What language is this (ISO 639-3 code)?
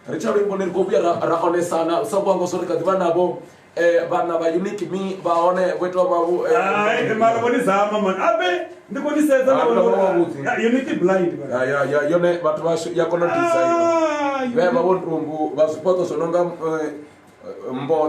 ven